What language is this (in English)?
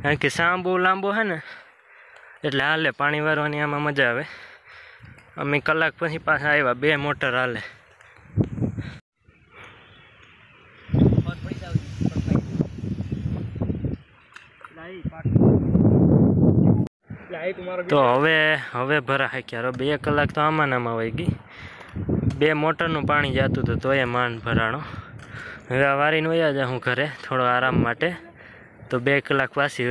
Gujarati